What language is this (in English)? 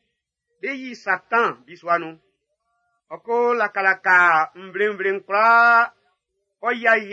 Baoulé